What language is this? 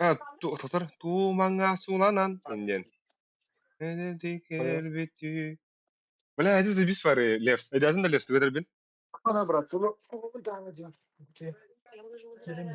Yakut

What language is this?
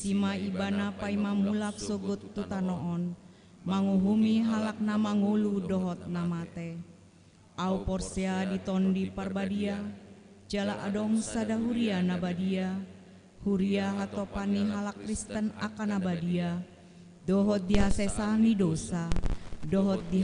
Batak Toba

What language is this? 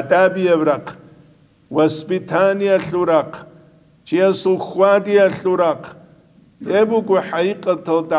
Avaric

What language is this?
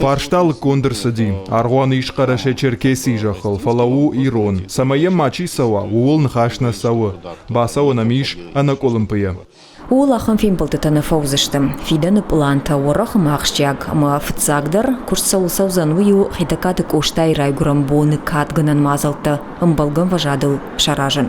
Ossetic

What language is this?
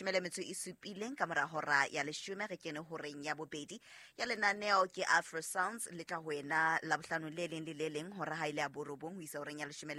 Southern Sotho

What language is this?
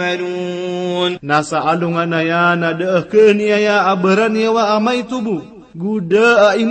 Maranao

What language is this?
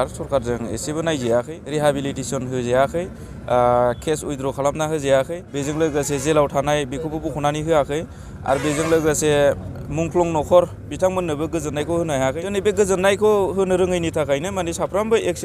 Bodo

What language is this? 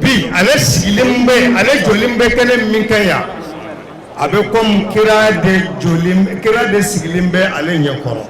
Bambara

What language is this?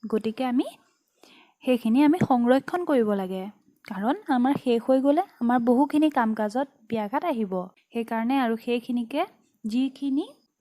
Assamese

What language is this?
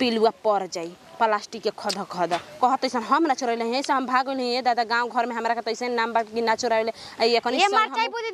Bhojpuri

